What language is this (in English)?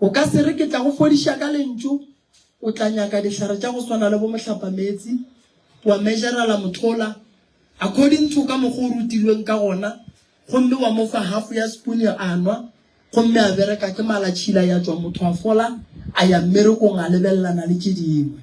Northern Sotho